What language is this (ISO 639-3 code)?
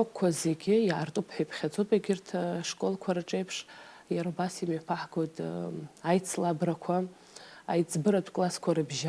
abk